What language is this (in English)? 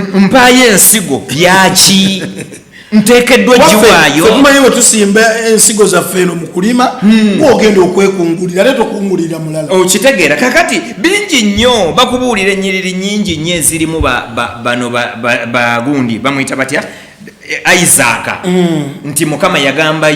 Ganda